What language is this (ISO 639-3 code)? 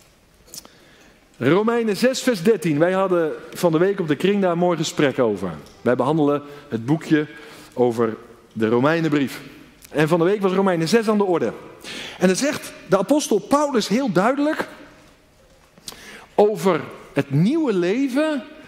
nld